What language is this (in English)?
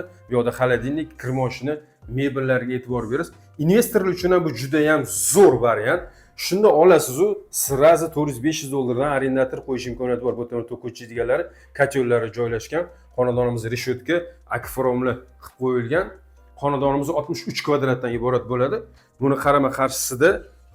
Uzbek